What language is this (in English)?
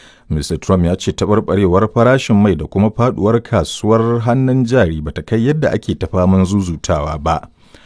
Hausa